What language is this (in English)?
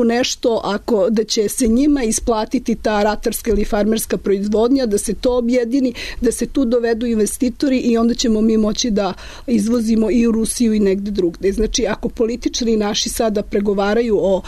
Serbian